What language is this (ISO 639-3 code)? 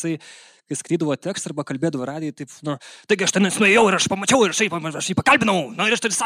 lit